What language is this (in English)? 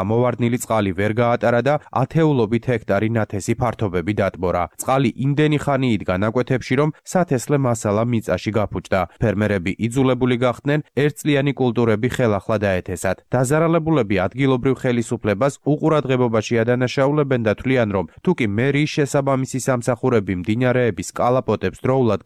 Georgian